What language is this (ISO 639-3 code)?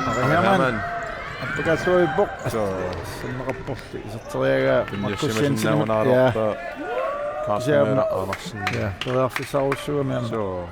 kal